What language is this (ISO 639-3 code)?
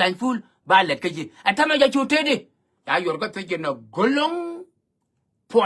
nus